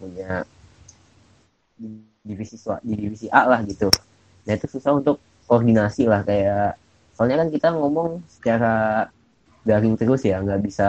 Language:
Indonesian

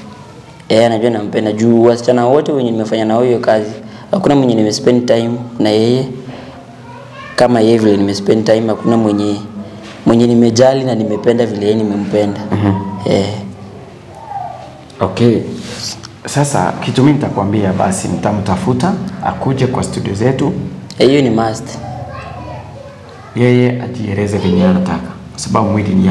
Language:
Swahili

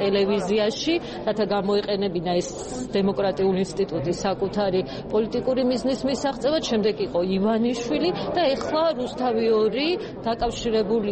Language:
Georgian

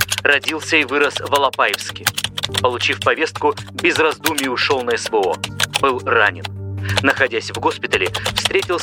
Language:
Russian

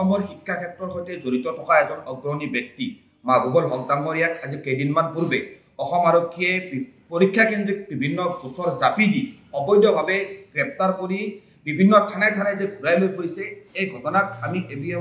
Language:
Assamese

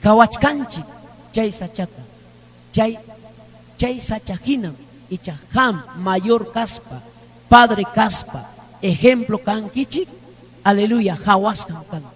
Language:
Ayacucho Quechua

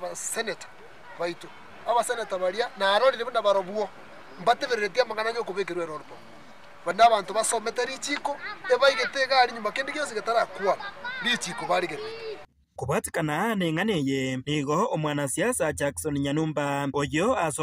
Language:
Gusii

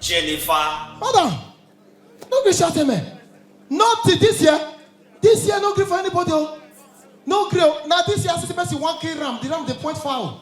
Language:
Nigerian Pidgin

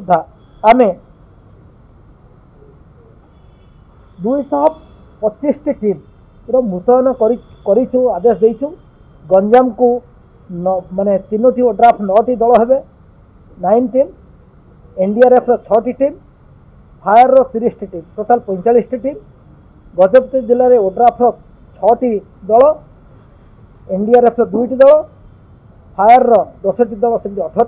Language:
Odia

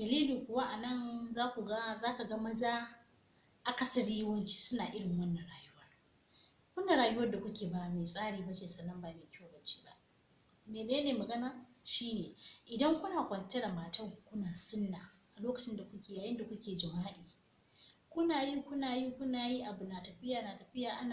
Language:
Hausa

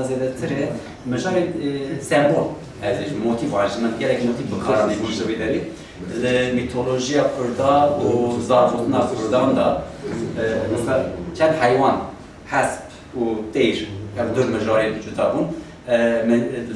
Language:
Kurdish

